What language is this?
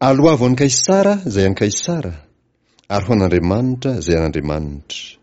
Malagasy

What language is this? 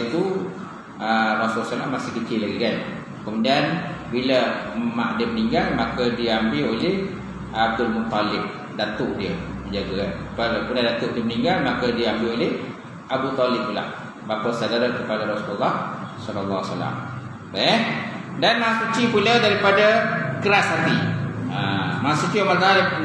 Malay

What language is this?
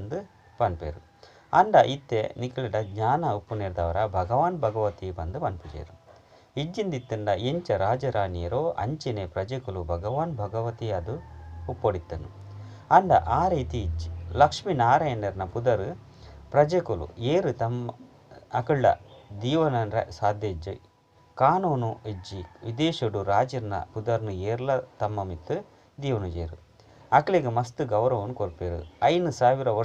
Tulu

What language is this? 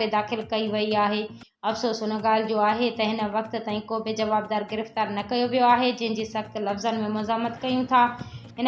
Sindhi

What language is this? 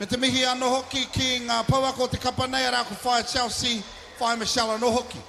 Māori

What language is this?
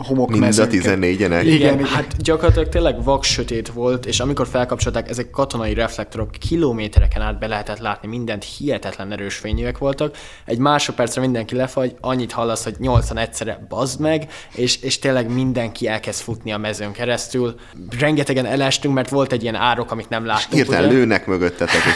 Hungarian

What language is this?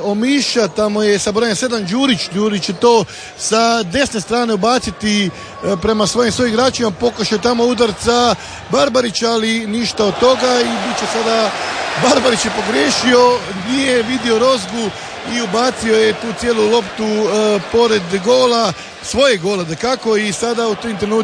Croatian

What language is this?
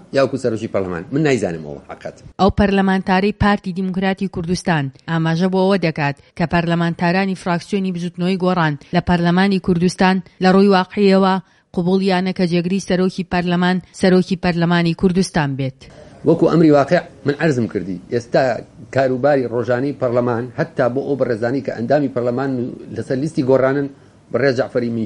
Central Kurdish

